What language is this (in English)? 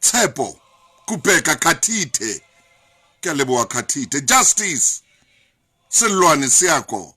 Southern Sotho